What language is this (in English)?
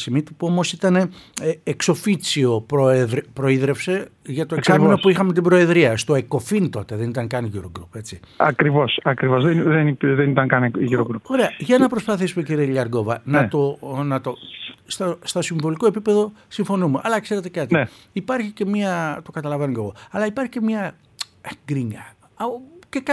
Greek